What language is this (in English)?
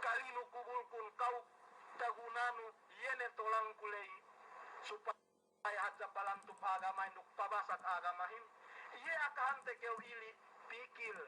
Yakan